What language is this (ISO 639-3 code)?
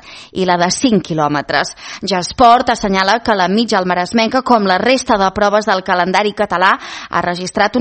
cat